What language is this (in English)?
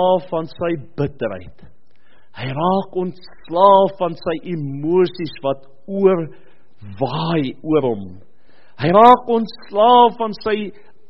Afrikaans